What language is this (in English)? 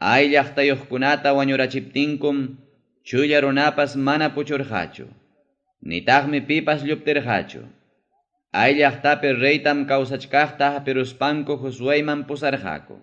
Ayacucho Quechua